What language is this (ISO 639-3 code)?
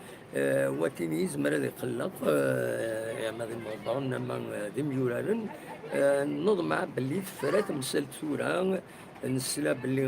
kab